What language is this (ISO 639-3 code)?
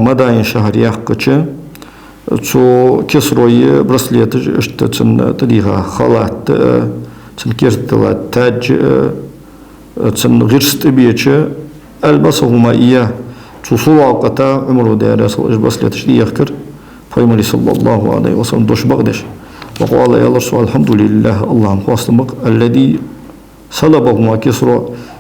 inh